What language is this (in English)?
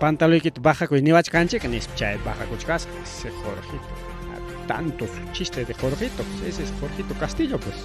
Ayacucho Quechua